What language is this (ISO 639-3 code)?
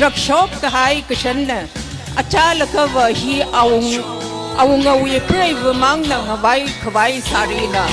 nmf